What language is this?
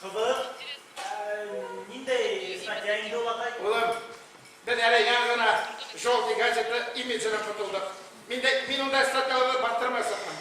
Bashkir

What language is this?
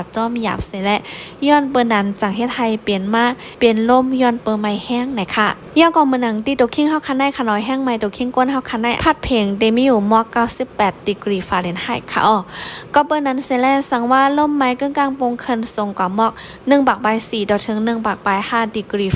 Shan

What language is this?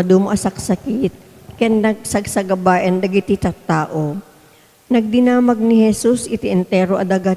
Iloko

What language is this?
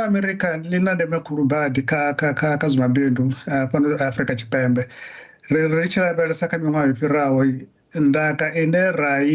Venda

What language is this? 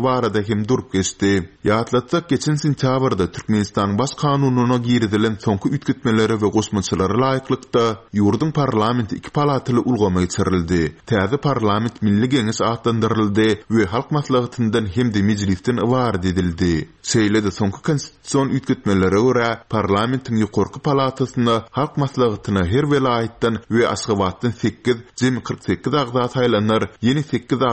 Turkmen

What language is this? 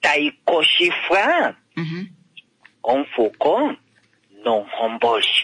Kuanyama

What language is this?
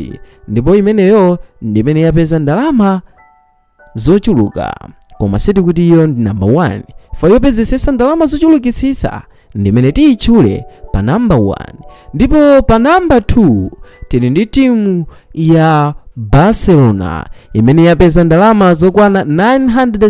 Nyanja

